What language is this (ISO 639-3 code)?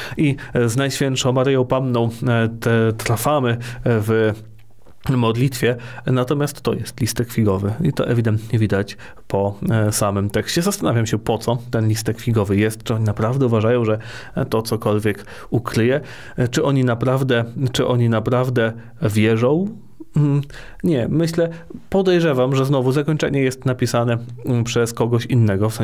pol